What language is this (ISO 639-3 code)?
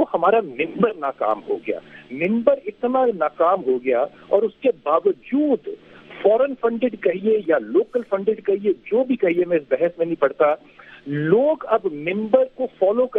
urd